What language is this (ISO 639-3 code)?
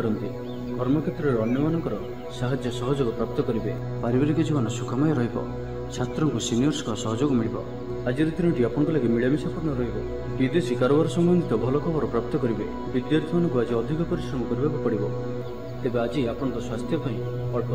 ori